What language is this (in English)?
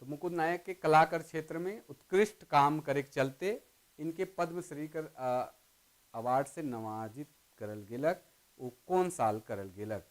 Sadri